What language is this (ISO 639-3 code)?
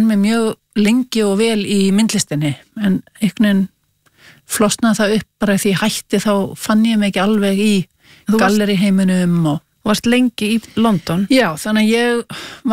isl